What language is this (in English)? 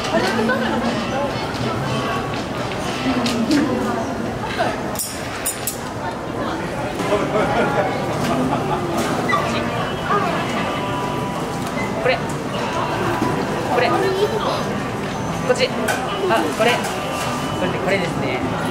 Japanese